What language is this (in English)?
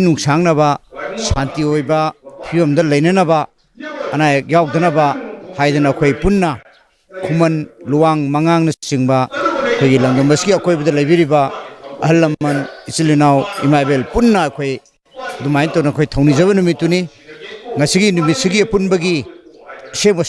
Manipuri